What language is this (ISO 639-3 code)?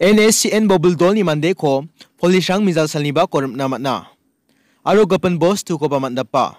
grt